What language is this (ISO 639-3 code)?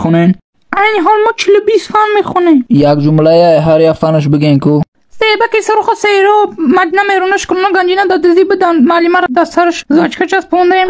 tgk